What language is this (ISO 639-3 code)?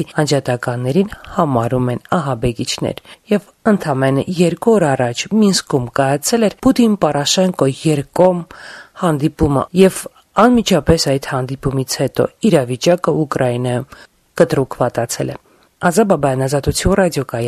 hye